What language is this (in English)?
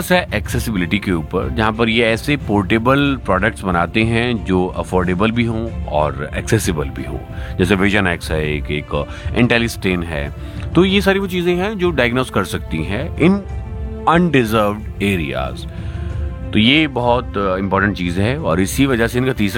Hindi